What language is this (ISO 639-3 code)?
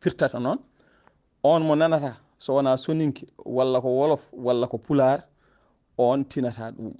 ful